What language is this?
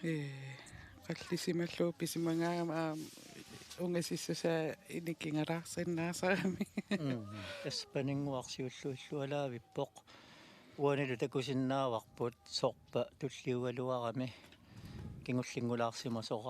Kalaallisut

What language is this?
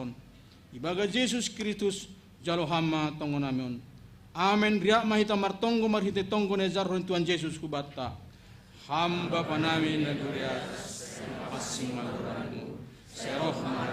Batak Simalungun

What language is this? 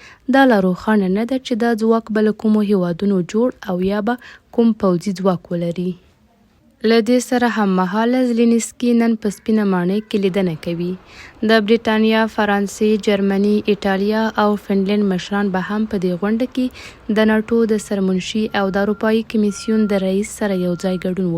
Pashto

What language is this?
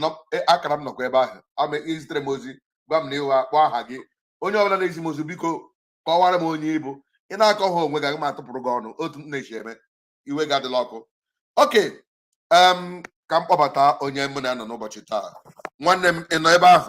Igbo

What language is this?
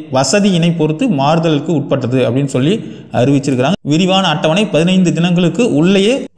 Tamil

